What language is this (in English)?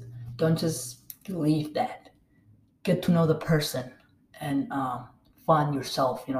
English